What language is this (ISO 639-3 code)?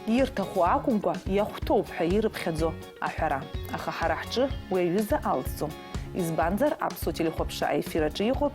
abk